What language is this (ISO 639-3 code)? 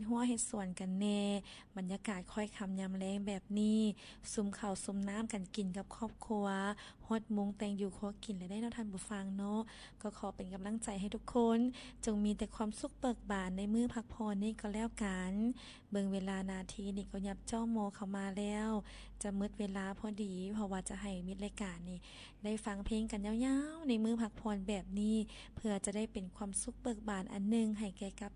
lao